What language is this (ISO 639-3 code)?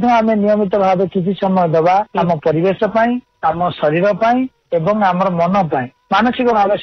ori